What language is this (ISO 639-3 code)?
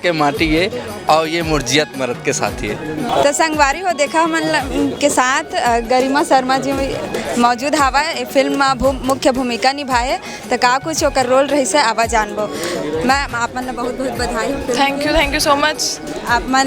hne